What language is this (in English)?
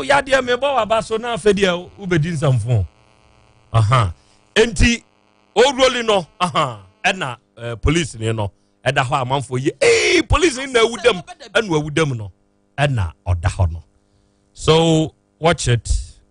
Akan